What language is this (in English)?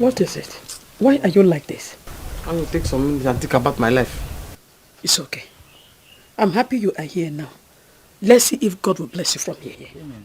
Nigerian Pidgin